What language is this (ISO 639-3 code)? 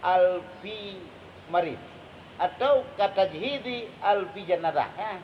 ace